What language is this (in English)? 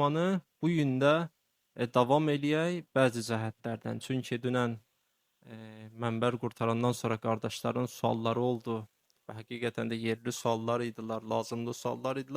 Azerbaijani